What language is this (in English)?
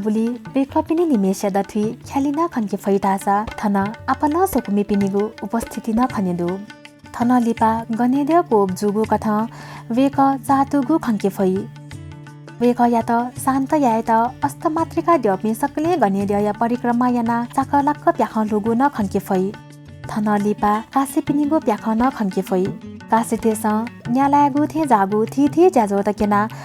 Newari